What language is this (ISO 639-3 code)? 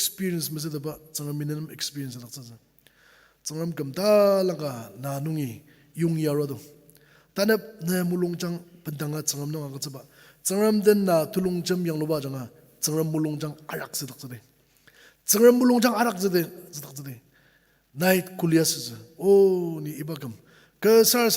njo